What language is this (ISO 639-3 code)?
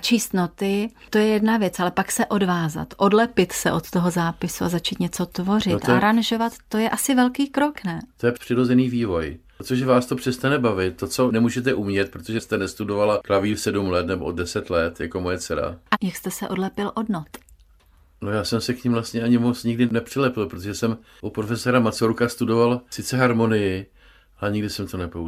ces